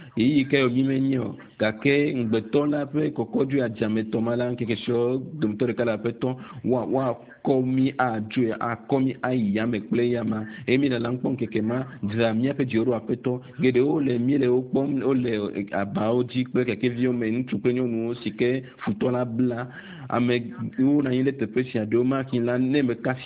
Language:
Ewe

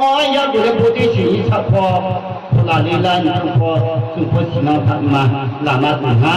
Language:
Riang (India)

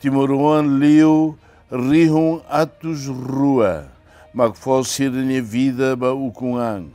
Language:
Tetum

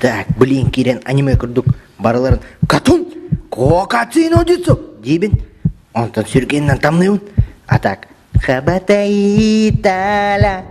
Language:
Yakut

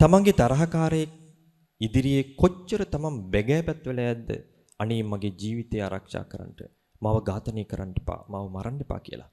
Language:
Sinhala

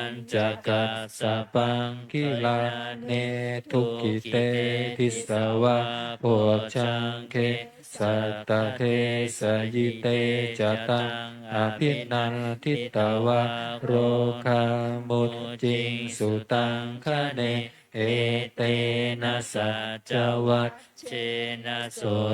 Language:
Pali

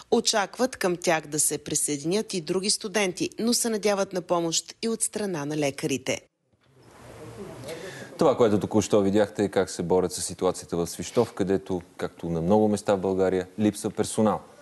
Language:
Bulgarian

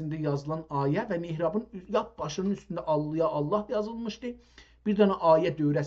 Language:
South Azerbaijani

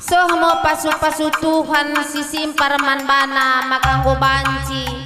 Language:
Batak Karo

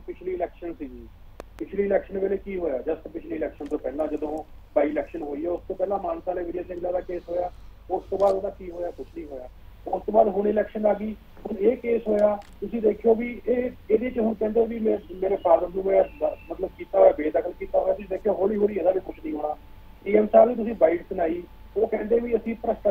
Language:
Punjabi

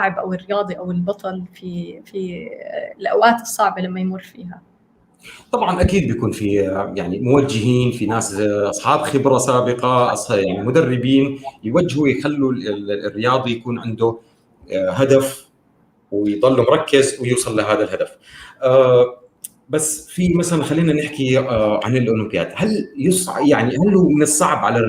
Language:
North Levantine Arabic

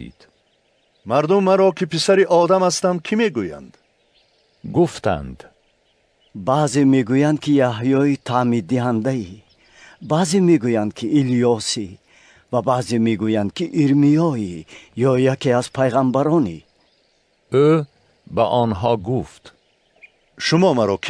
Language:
Tajik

